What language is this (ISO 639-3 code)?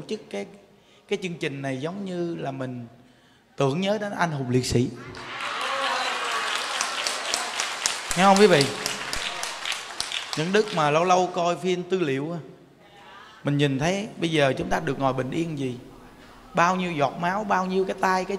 vie